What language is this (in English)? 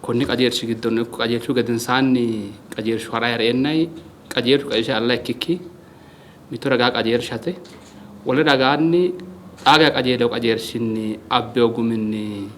Sidamo